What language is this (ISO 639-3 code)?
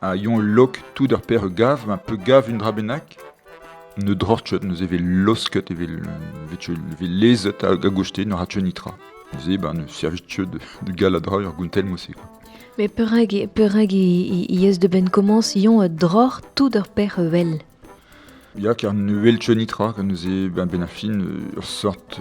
bre